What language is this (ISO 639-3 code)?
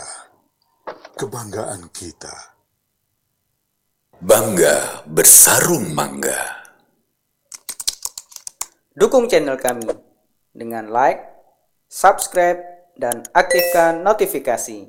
ind